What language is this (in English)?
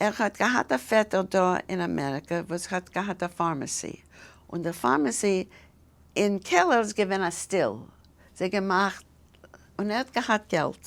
Yiddish